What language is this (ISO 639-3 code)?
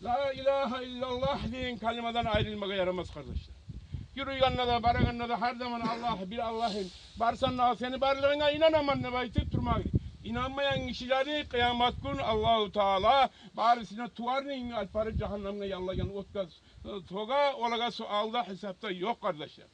kum